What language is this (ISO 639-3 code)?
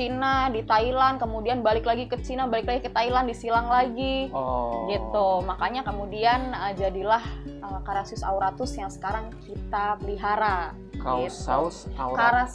ind